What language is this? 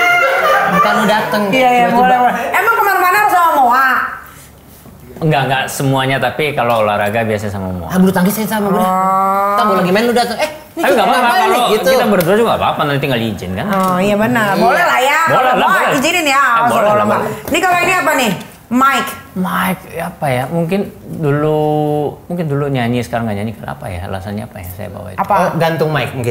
Indonesian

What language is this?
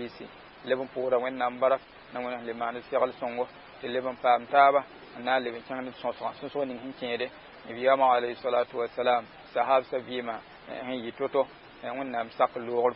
Mossi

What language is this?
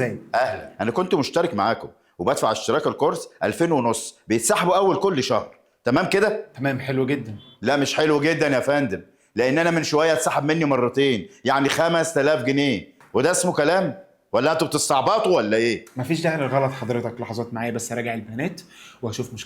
Egyptian Arabic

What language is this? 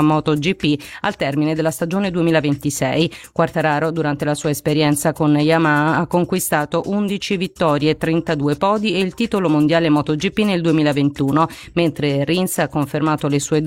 Italian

